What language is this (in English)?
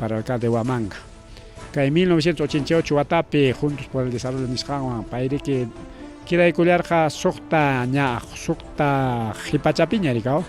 Ayacucho Quechua